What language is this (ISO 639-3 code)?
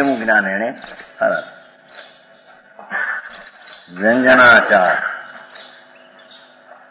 guj